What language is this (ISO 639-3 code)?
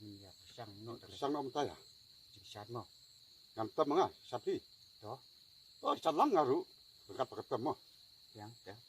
kha